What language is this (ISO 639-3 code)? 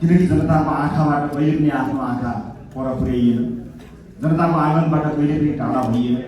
nep